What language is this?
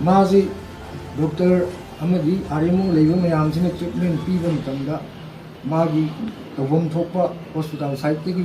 Manipuri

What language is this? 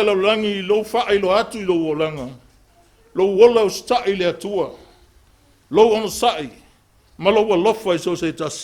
Samoan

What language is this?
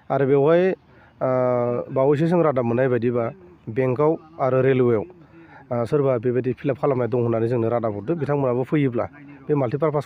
Bodo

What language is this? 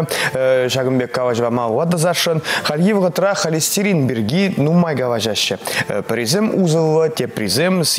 Chuvash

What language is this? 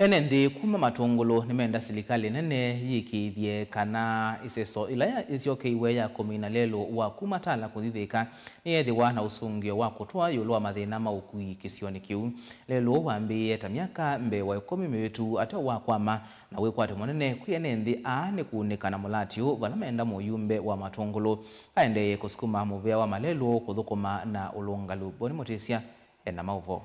Kamba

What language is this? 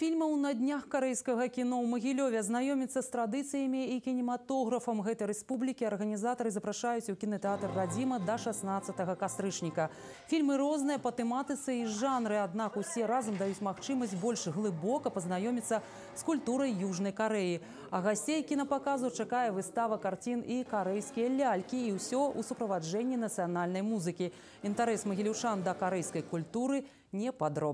Belarusian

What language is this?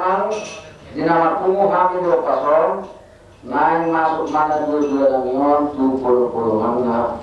Batak Toba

